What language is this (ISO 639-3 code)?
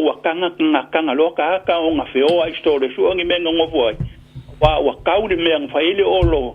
smo